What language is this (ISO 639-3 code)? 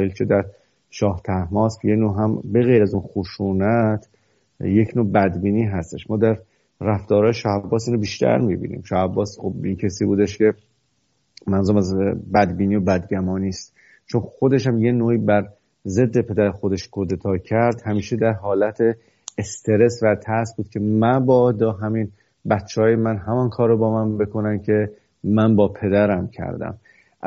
fas